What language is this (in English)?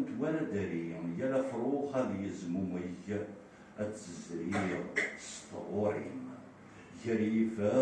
Kabyle